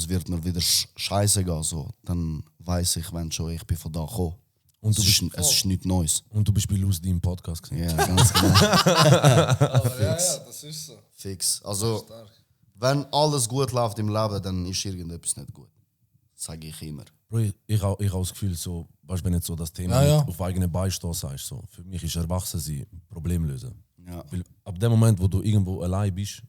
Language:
Swiss German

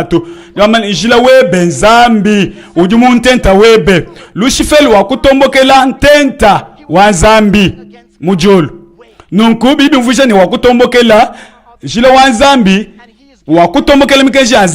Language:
Luba-Lulua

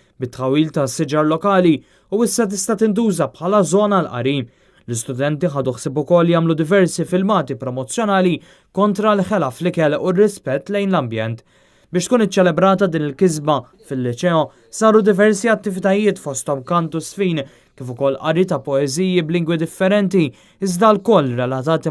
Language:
Maltese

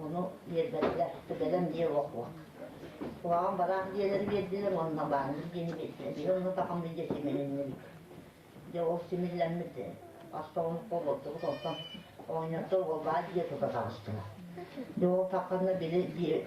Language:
Yakut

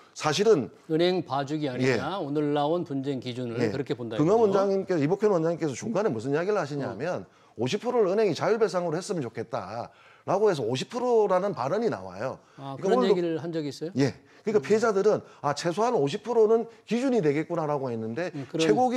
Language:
Korean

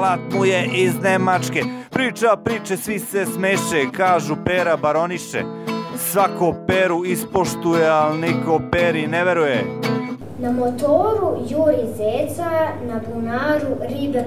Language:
Serbian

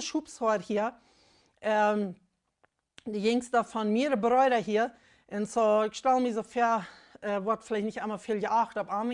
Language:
Plautdietsch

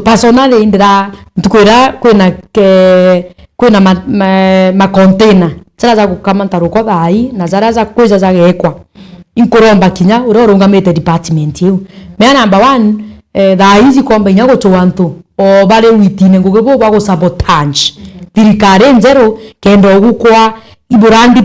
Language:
Meru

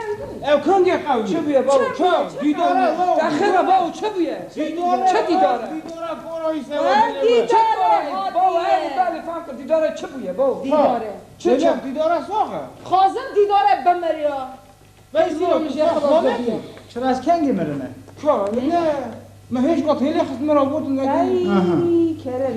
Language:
Kurdish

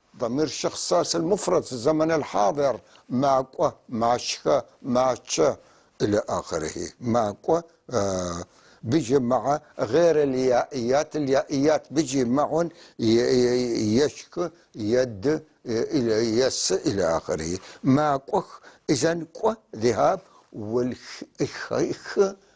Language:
North Levantine Arabic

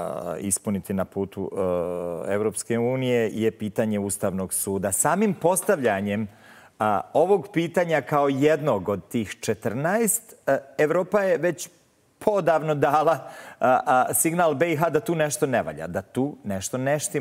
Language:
Bosnian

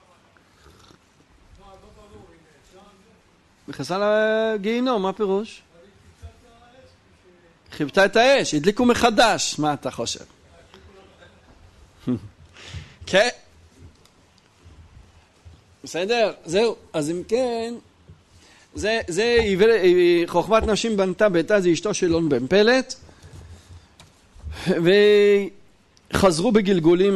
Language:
Hebrew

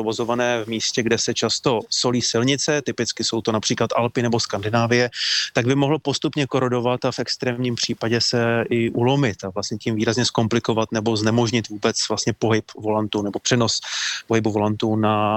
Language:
Czech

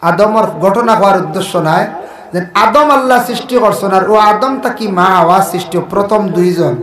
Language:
Sylheti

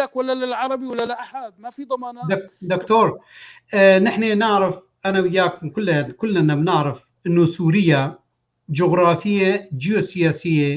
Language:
North Levantine Arabic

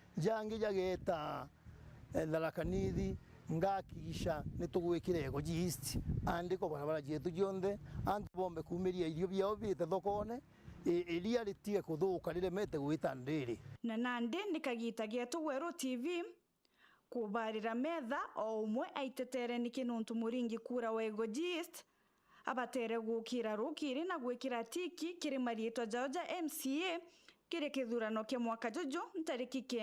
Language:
Meru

